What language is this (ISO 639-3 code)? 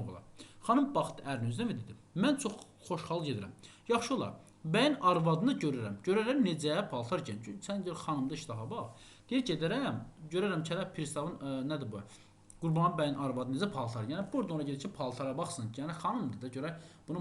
aze